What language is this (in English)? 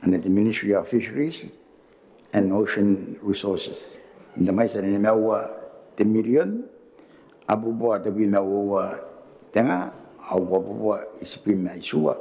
Gilbertese